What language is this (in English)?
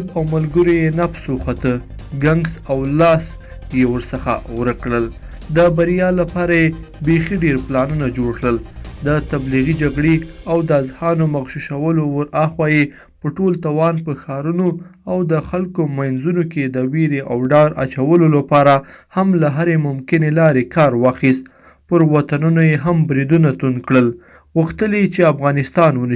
Pashto